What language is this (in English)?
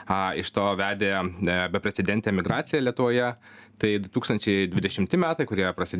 Lithuanian